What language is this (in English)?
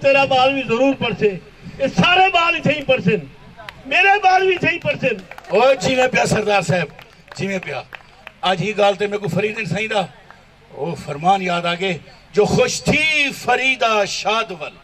Saraiki